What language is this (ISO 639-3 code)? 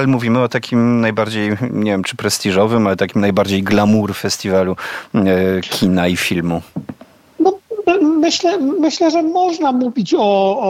pol